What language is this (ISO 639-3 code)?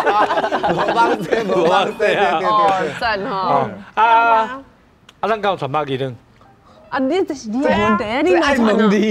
nan